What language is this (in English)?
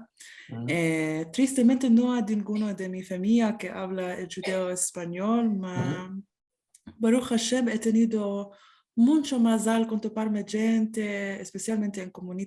Ladino